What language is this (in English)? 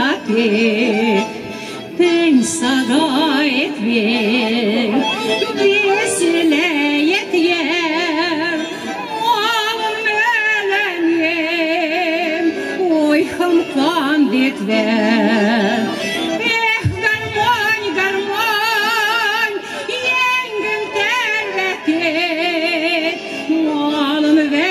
Western Mari